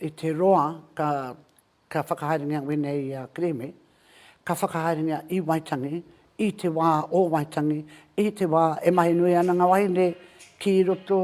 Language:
Māori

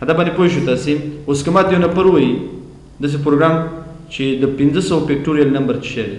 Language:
Pashto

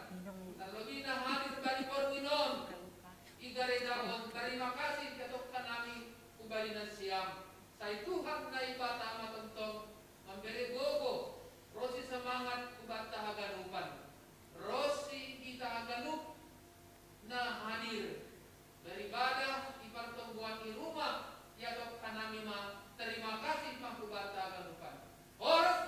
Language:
Batak Simalungun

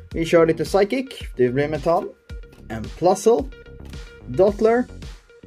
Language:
Swedish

